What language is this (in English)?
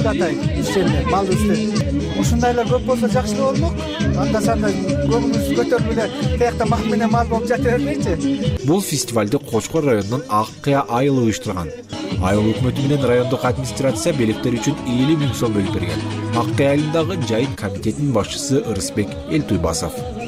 Kyrgyz